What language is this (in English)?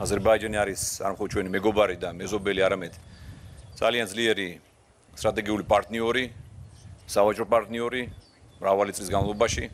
Georgian